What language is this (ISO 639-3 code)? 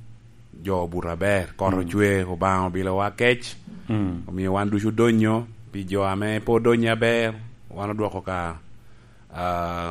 laj